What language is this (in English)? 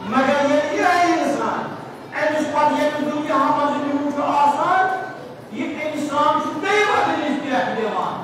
Kashmiri